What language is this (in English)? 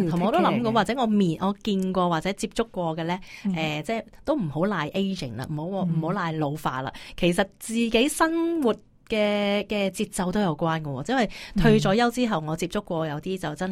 Cantonese